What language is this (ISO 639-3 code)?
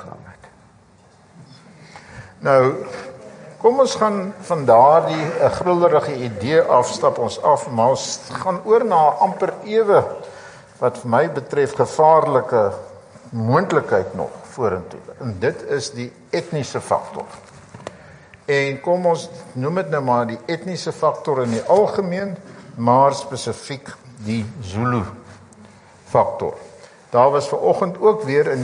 afr